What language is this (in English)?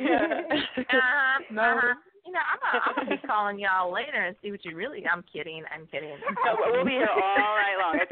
English